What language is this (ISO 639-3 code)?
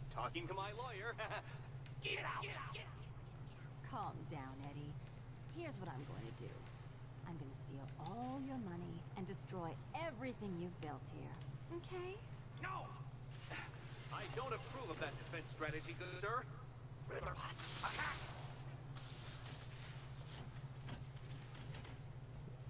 pol